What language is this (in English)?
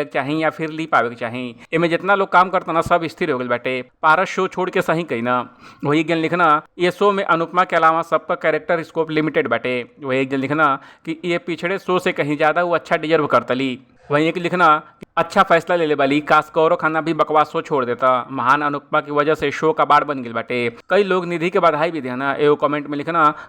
Bhojpuri